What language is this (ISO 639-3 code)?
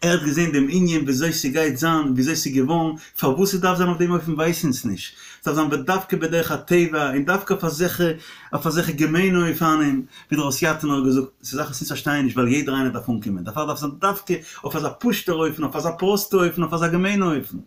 yid